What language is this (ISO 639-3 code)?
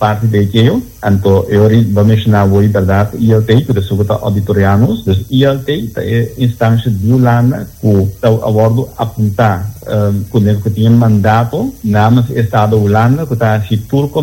pap